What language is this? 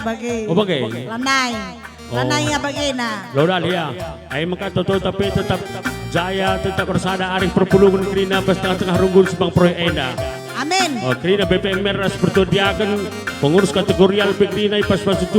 Batak Karo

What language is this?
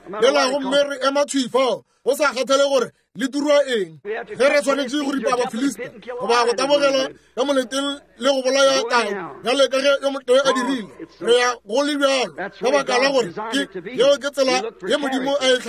Northern Sotho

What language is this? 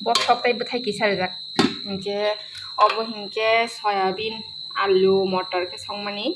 Kok Borok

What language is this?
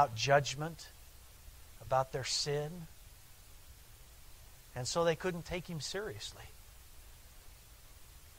English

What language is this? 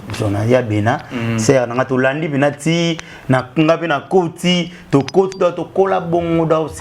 Lingala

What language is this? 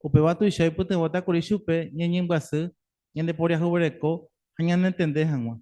Guarani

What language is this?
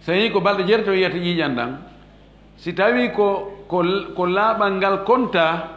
Fula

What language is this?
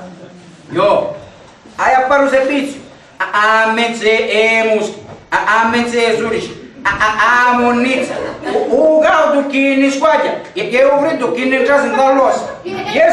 Sicilian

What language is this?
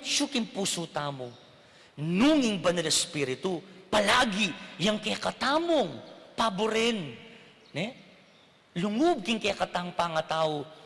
Pampanga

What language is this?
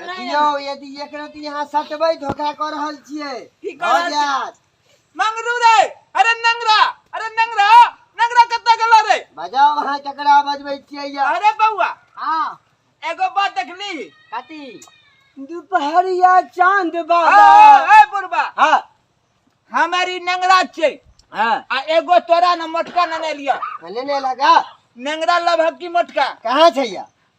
Maithili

